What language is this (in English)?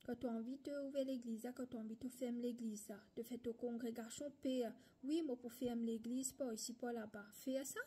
Morisyen